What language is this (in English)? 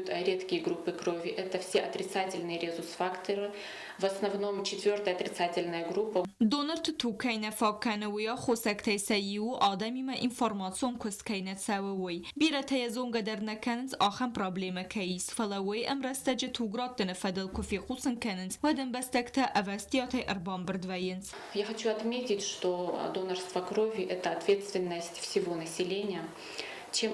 Ossetic